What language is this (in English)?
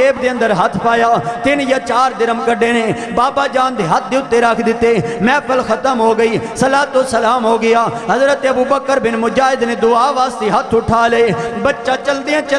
Western Panjabi